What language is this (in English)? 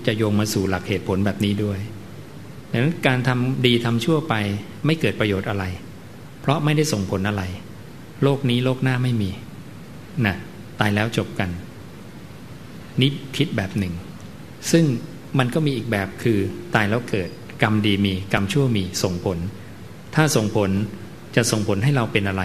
Thai